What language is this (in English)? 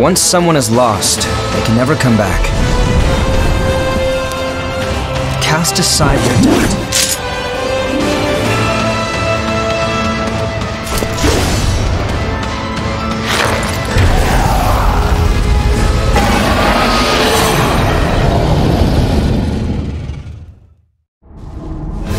Czech